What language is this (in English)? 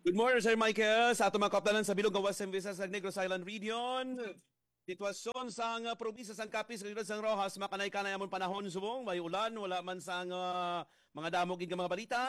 Hiligaynon